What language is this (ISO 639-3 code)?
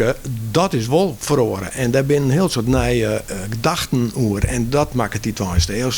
fry